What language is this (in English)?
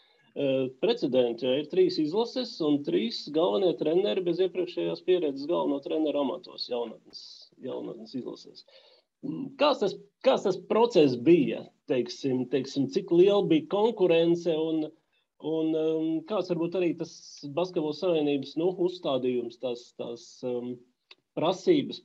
Latvian